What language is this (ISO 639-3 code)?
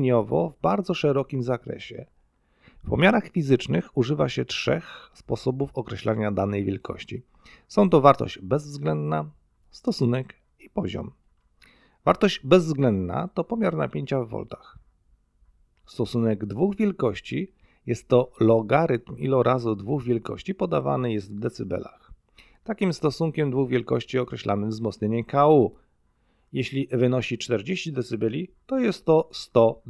pol